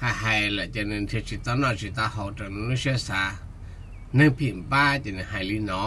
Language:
Hmong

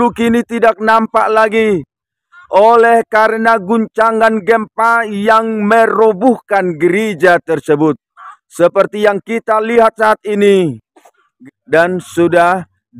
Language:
Indonesian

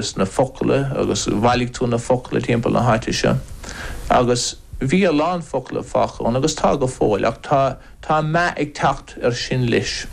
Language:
Irish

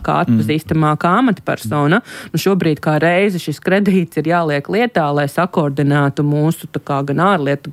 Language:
Latvian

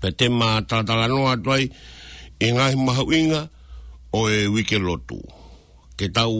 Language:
Tongan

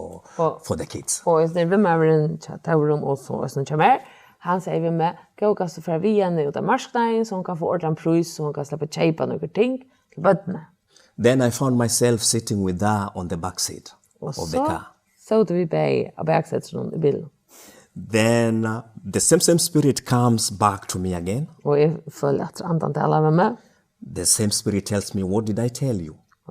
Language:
Faroese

